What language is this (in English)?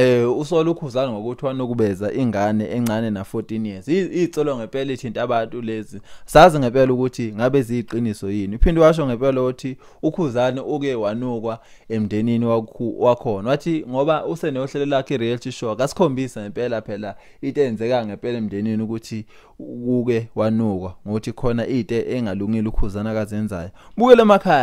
Zulu